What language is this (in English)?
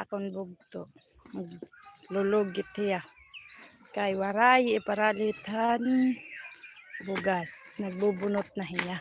Waray